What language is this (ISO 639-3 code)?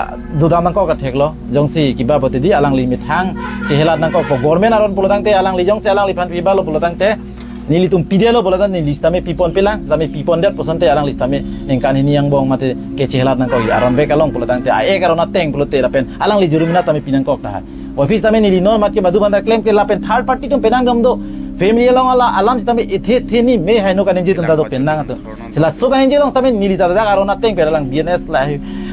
mjw